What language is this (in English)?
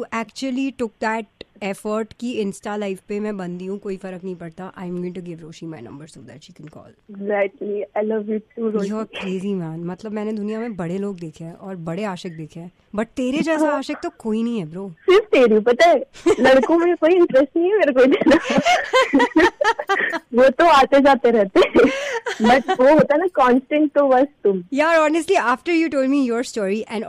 Hindi